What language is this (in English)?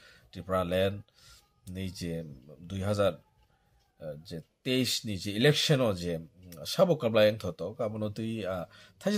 Kok Borok